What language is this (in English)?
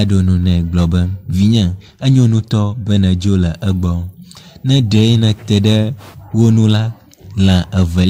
Ewe